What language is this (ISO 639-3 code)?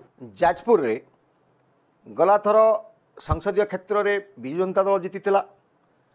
ori